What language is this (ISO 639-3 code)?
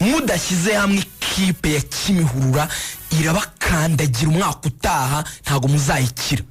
kin